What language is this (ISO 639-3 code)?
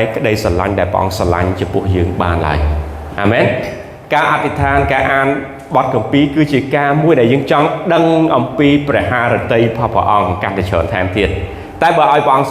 khm